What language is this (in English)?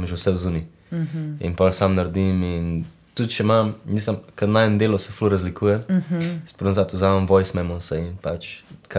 Slovenian